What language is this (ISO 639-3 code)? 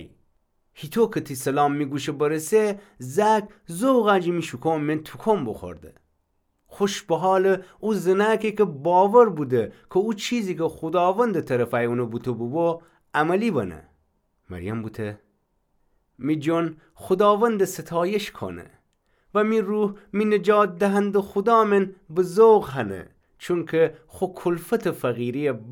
glk